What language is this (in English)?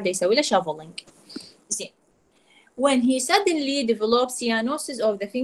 Mesopotamian Arabic